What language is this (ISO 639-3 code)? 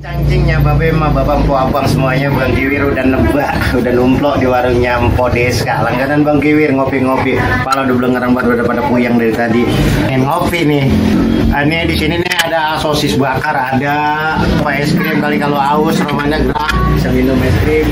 bew